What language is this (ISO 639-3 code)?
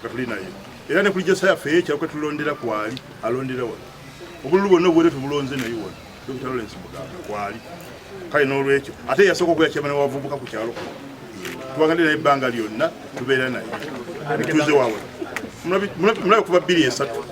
lug